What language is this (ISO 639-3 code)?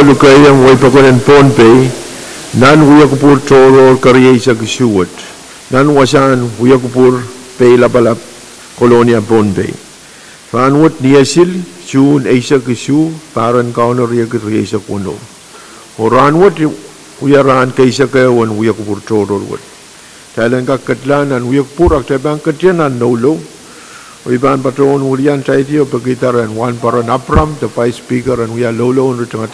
pon